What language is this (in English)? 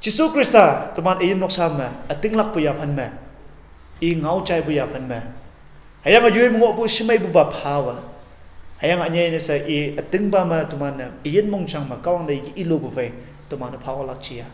Konyak Naga